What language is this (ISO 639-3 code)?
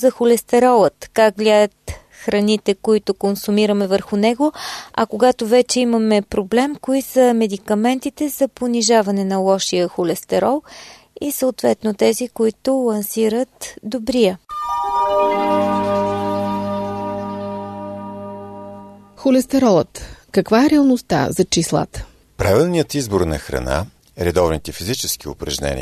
bul